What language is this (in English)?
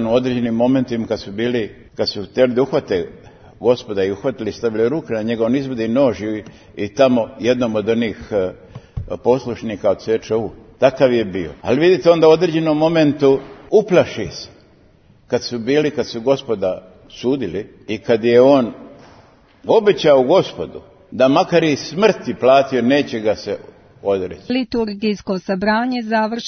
Serbian